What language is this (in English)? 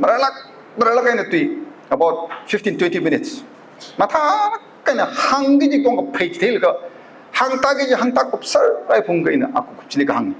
Tangkhul Naga (India)